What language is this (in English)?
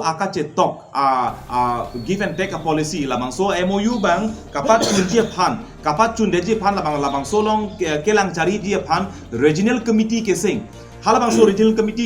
Karbi